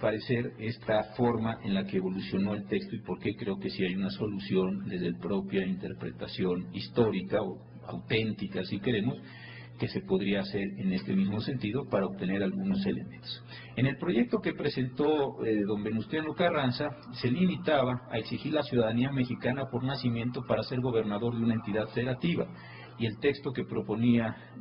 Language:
Spanish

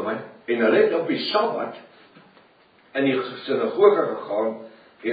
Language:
Afrikaans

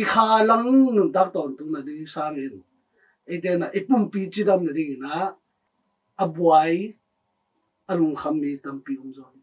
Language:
Tedim Chin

